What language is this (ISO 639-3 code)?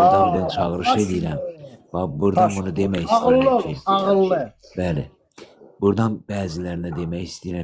aze